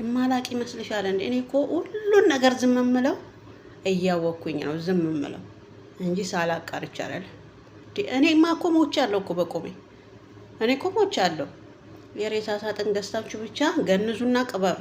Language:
Amharic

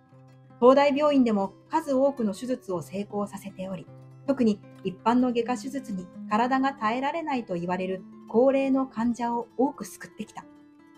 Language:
Japanese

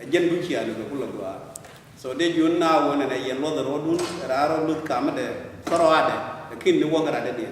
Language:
Nuer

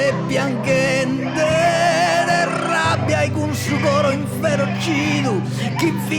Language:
Sardinian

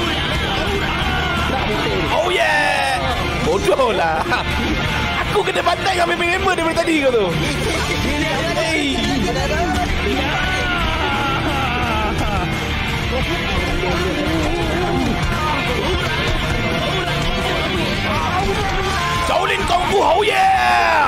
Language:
Malay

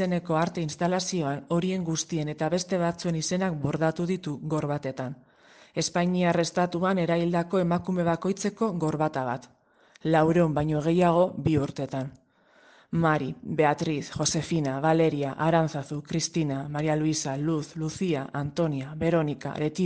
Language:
Basque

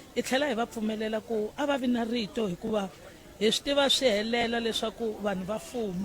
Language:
Tsonga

